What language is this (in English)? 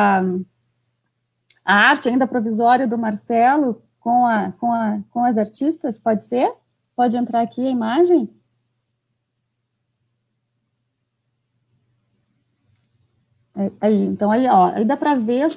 Portuguese